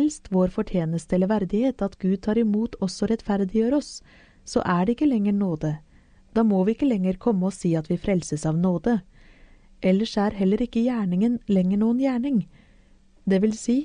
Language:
Norwegian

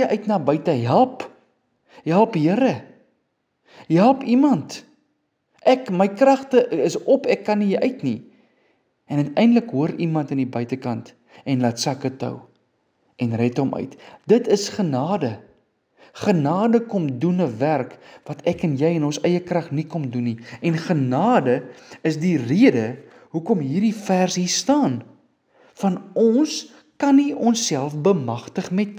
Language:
Afrikaans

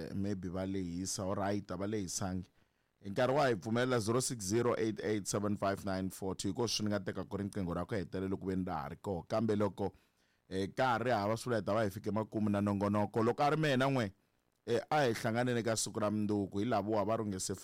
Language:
Tsonga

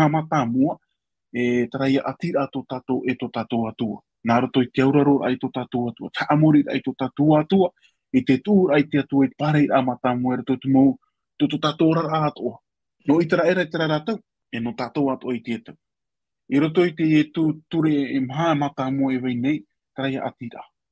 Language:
Tahitian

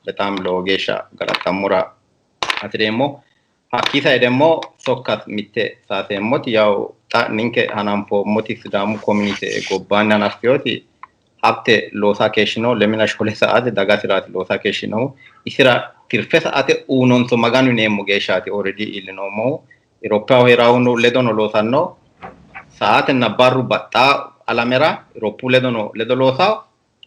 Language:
Sidamo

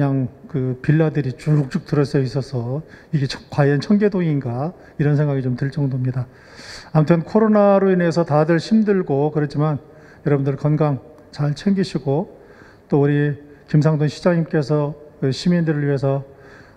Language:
Korean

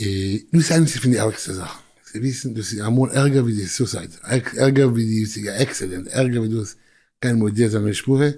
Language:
Yiddish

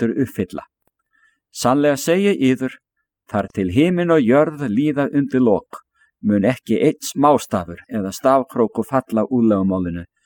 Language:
Icelandic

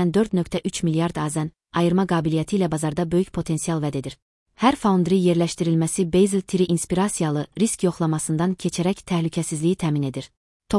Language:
Azerbaijani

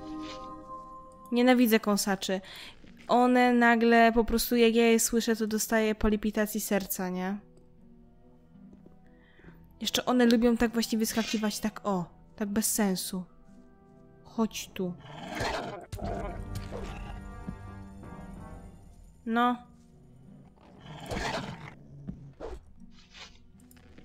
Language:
Polish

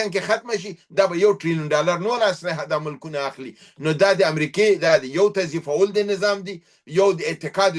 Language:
Pashto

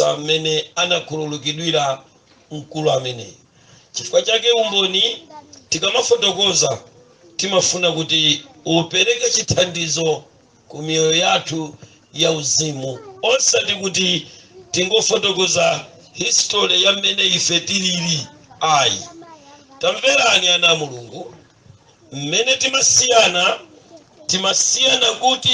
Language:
Nyanja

